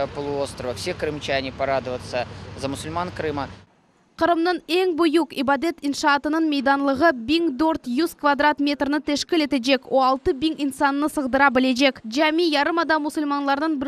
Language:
Crimean Tatar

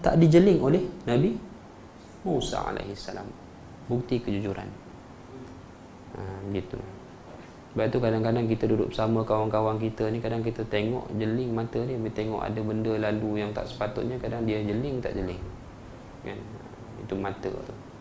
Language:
Malay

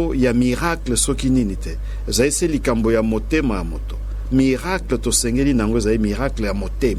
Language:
Lingala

